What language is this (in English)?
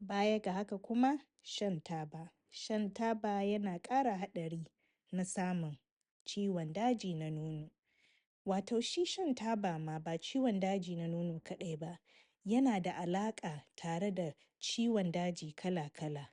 Hausa